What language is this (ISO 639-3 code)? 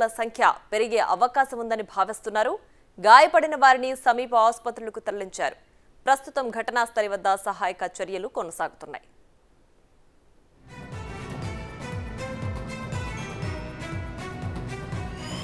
tel